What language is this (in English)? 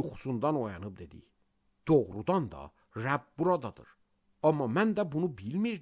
Azerbaijani